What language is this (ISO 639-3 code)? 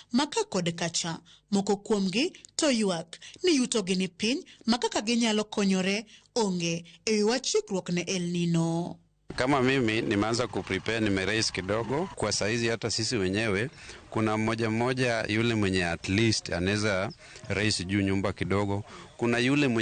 luo